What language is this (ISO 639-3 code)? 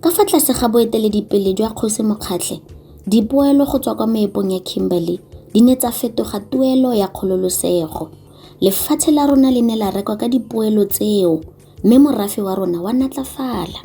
tsn